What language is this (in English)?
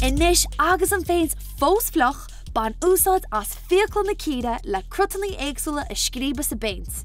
Irish